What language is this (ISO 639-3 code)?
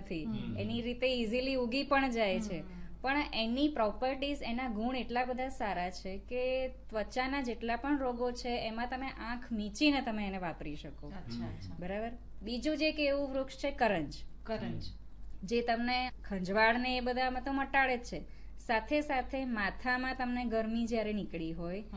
guj